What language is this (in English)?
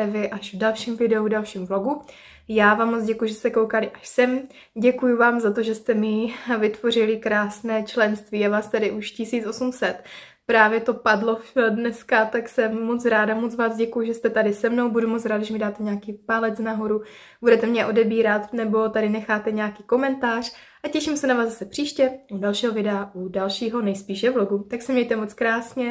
Czech